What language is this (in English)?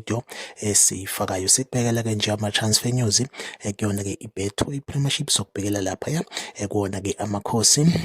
Zulu